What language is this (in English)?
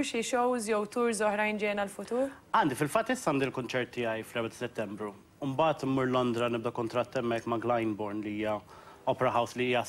Maltese